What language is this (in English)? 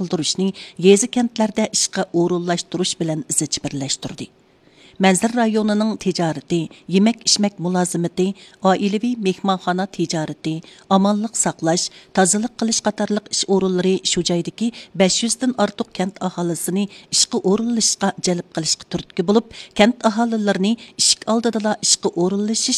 Uyghur